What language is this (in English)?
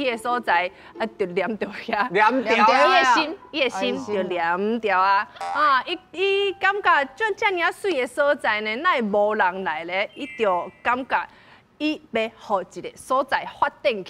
Min Nan Chinese